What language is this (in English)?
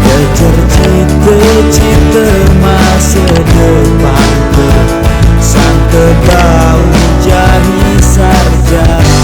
Sasak